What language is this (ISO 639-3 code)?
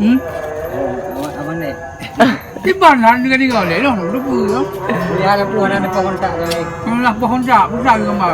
ace